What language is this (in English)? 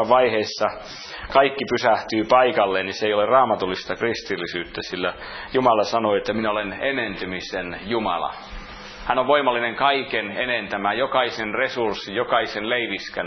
Finnish